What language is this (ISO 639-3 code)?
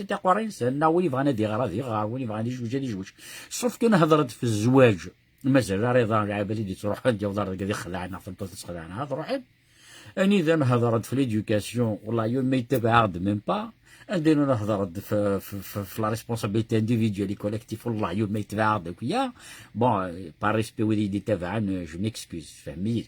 kab